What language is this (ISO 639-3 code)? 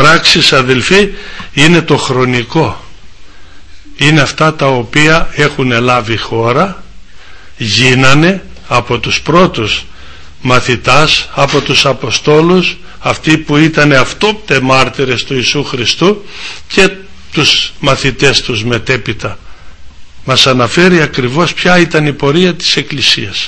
ell